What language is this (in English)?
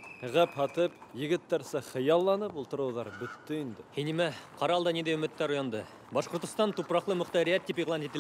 Bashkir